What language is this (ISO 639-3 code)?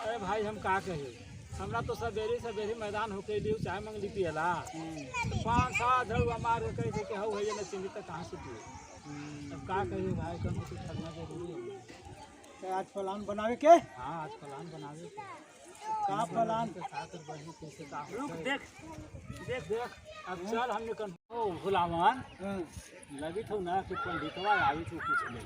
mag